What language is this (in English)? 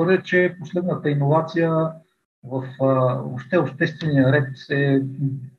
Bulgarian